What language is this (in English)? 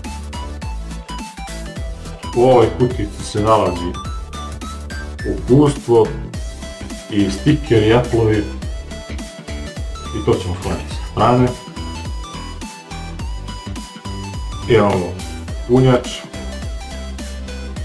Serbian